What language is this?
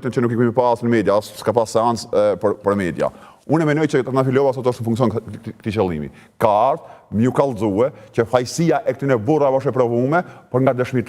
Albanian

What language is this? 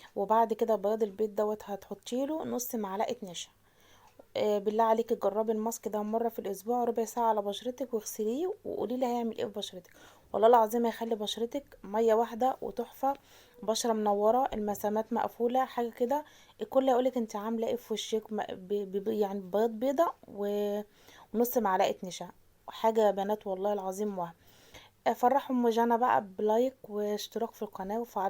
Egyptian Arabic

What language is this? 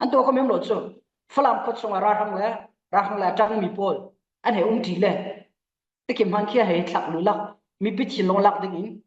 Falam Chin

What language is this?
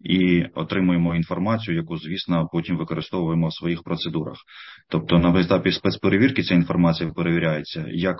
Ukrainian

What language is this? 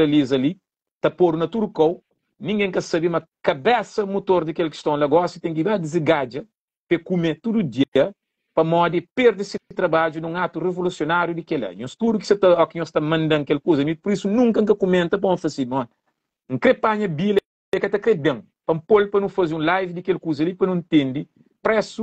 Kabuverdianu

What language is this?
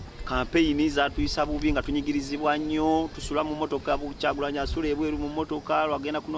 Ganda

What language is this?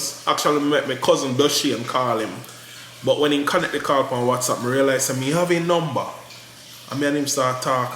Jamaican Creole English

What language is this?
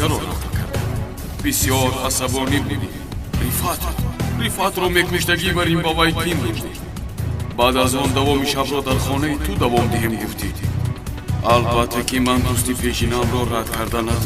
Tajik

